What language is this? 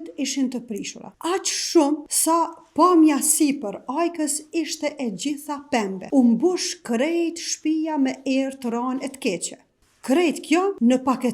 Albanian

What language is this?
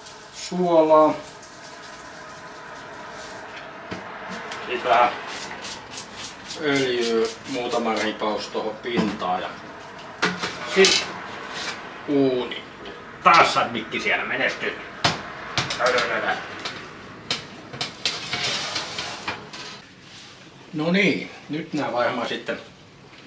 Finnish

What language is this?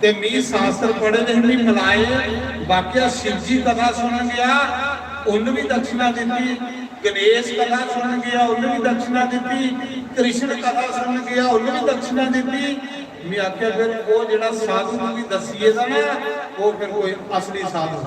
Dogri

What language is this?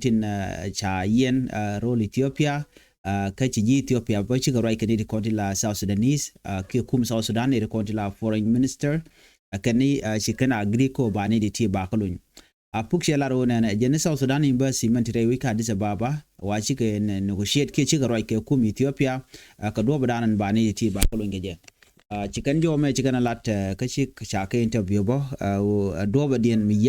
Nuer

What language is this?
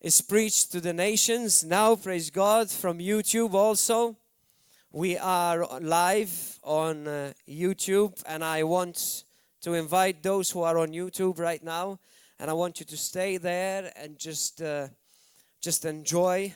English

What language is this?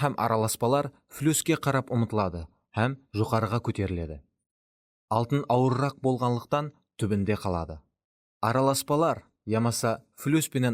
Kara-Kalpak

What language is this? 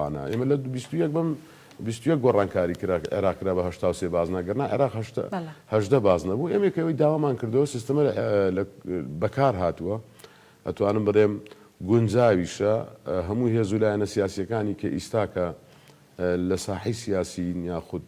Central Kurdish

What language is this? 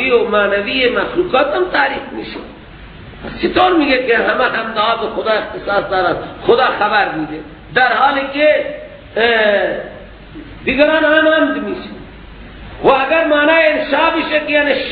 Persian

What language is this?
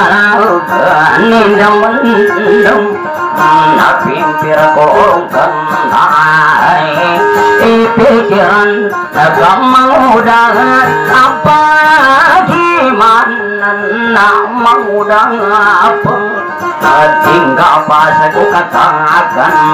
Indonesian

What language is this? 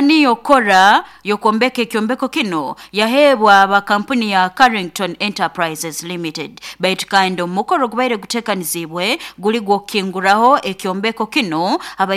Nyoro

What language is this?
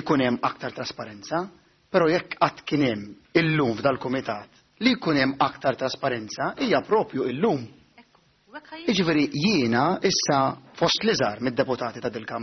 Maltese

